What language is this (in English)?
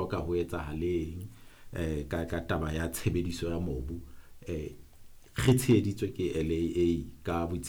Southern Sotho